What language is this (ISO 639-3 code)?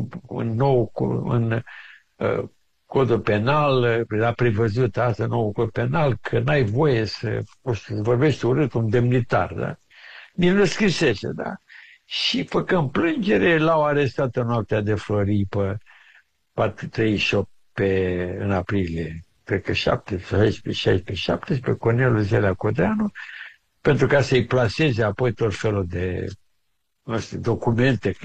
ron